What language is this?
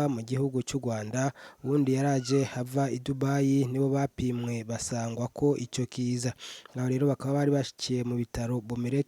Rundi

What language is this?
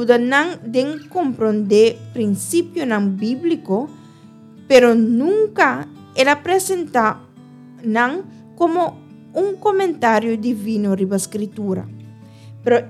Papiamento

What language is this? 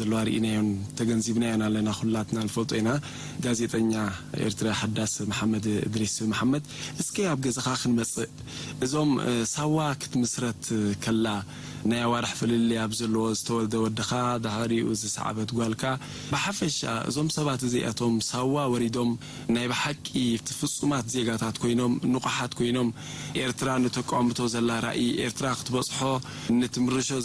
Tigrinya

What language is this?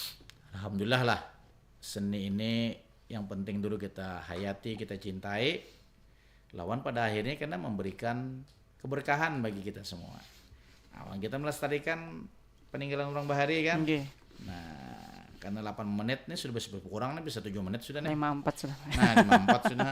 Banjar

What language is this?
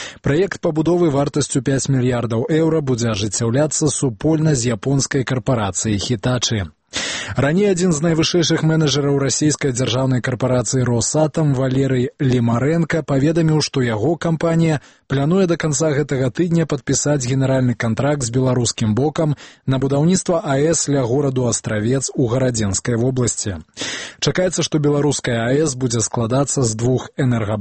Belarusian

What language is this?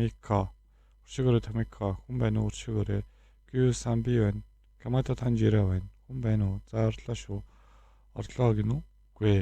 Mongolian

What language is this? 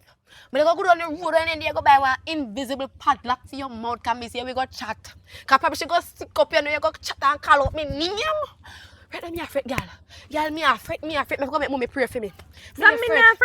Jamaican Creole English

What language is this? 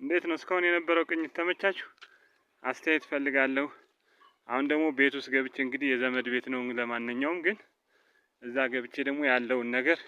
Amharic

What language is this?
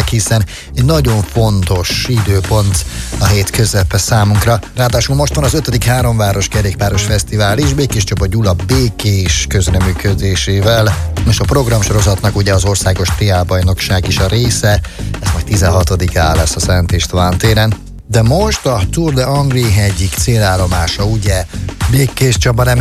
Hungarian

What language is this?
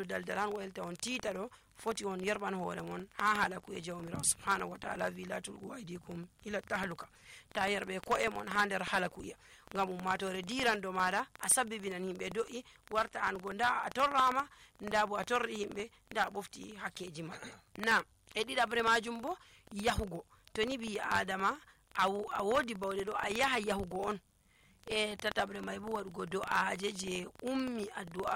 Nigerian Fulfulde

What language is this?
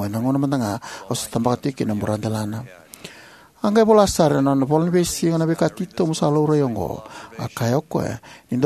Fijian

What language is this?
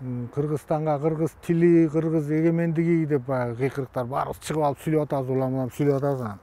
Kyrgyz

